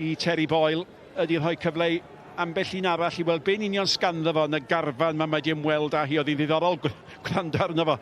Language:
Welsh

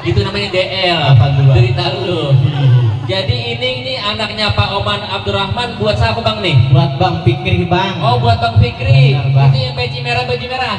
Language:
Betawi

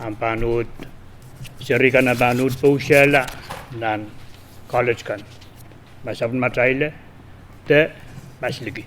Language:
Pohnpeian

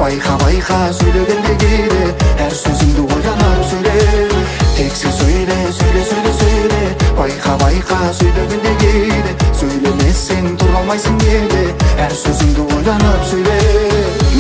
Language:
Kazakh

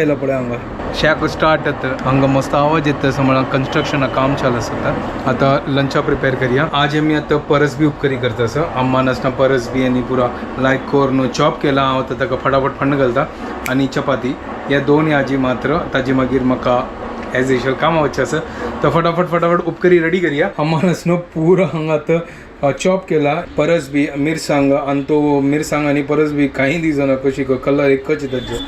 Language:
Konkani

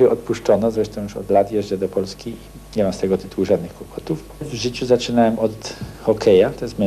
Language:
Polish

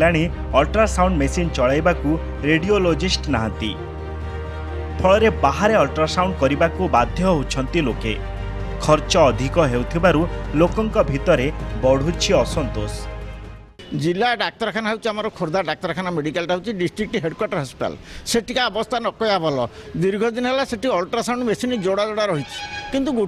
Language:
Odia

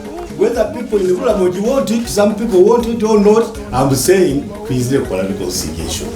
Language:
Soga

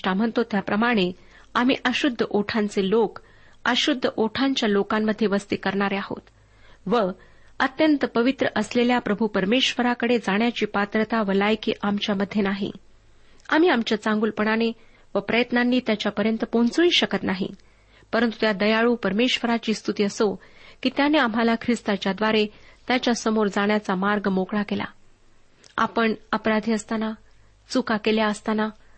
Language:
Marathi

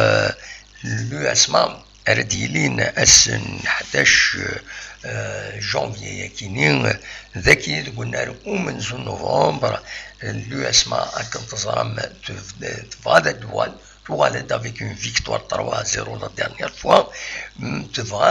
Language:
Kabyle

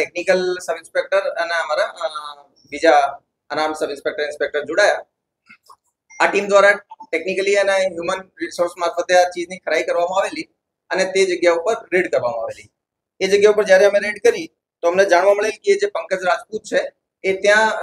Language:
Gujarati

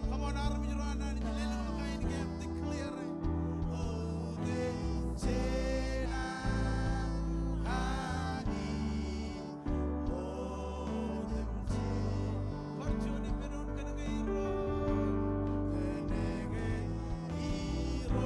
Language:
Marshallese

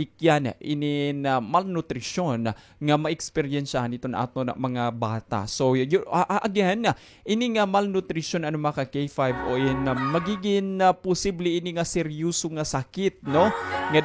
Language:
Waray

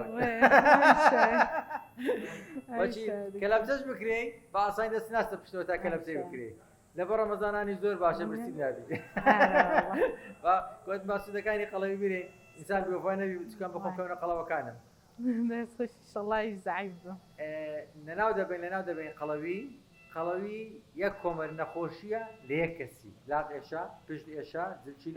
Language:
Central Kurdish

